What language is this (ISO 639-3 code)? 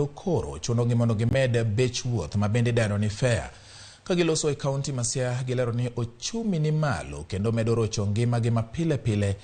luo